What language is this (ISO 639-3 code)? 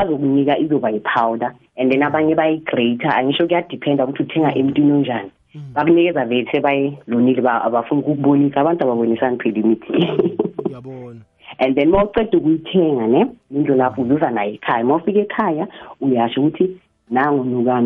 nbl